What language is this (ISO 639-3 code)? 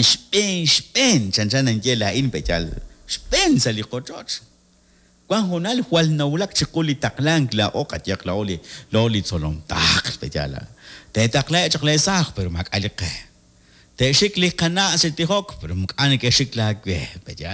kek